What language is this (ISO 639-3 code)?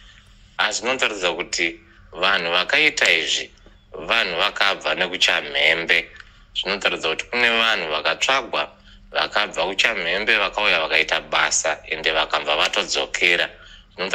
sna